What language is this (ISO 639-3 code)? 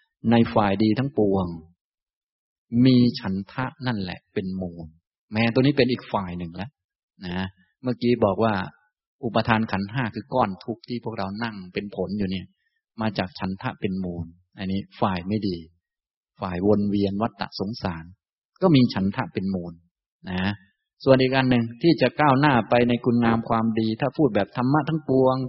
tha